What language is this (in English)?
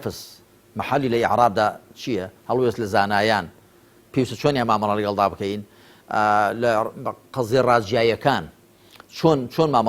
Central Kurdish